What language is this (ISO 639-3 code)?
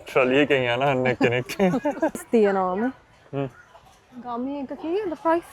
sin